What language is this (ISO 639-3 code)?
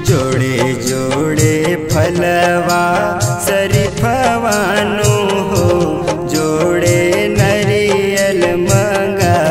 bho